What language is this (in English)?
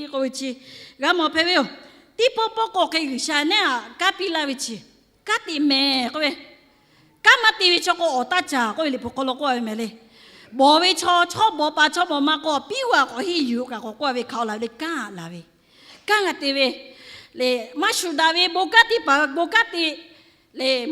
Lahu